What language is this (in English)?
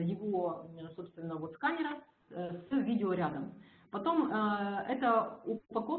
Russian